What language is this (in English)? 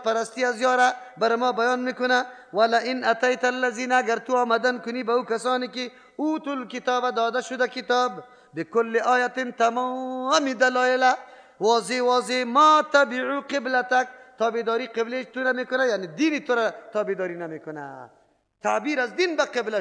Persian